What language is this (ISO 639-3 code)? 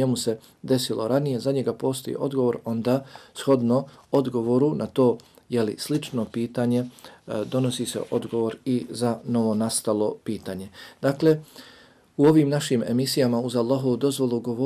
bos